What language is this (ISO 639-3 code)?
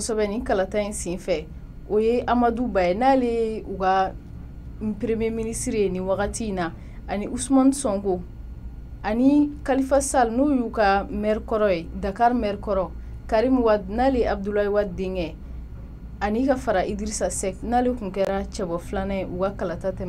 bam